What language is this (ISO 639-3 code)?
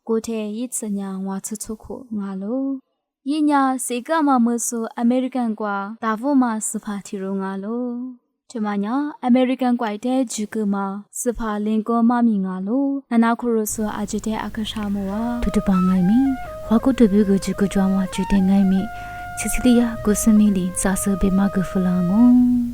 lis